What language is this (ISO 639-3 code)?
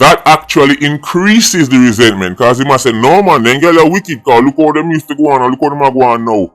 jam